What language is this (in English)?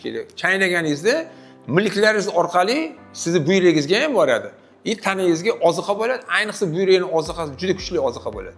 Uzbek